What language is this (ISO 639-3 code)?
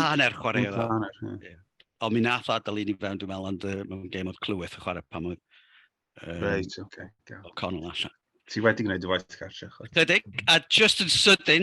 cym